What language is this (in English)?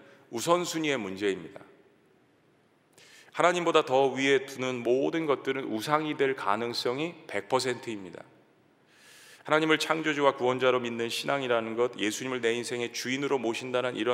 Korean